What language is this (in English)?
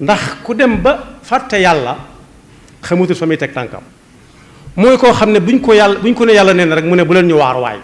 Wolof